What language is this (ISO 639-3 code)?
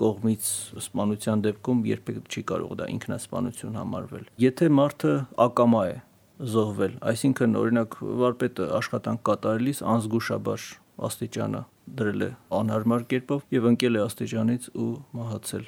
hye